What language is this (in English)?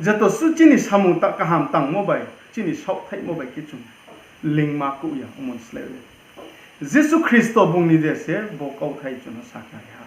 Riang (India)